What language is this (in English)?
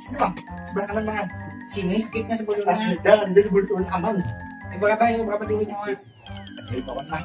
Banjar